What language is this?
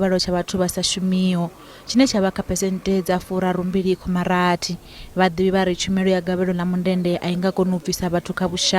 Venda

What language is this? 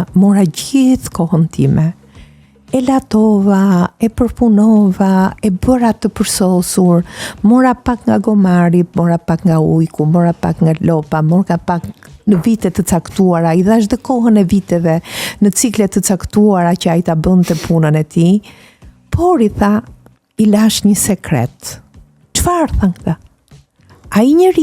Albanian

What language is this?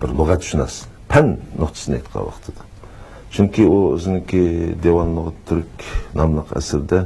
Uyghur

